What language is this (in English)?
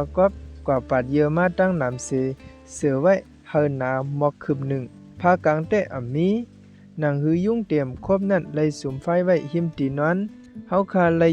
Shan